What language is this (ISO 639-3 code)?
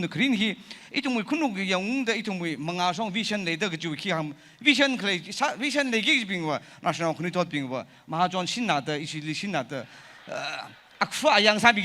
nmf